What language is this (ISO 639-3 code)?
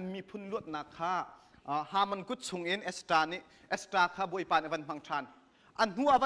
cnh